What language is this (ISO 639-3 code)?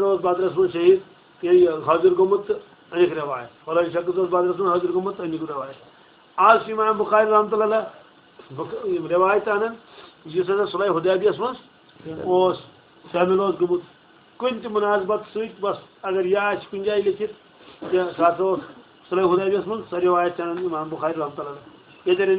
kas